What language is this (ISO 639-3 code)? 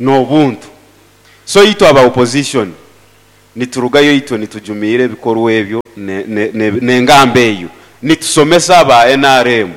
nyo